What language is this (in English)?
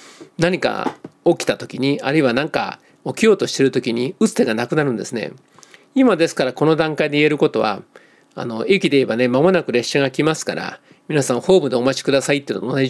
Japanese